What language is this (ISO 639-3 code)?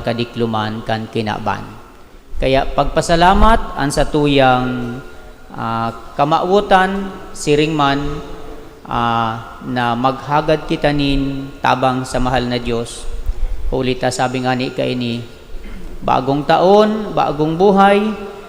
bik